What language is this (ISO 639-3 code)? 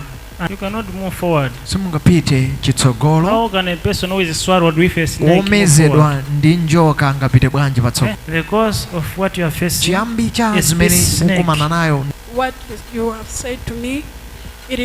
nya